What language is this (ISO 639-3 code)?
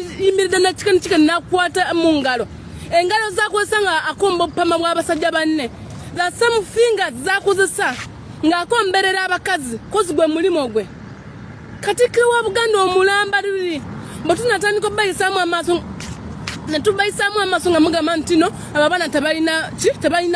lug